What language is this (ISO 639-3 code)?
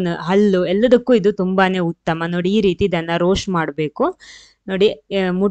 kan